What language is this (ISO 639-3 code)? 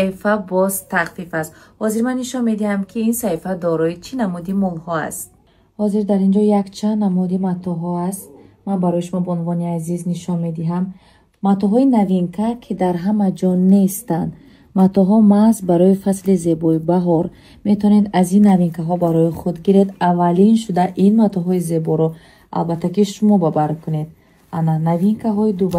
tgk